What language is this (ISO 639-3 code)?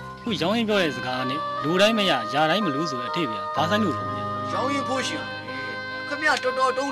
mya